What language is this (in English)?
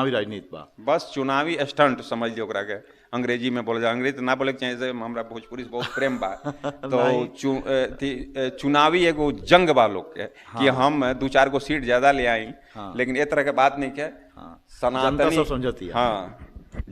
Bhojpuri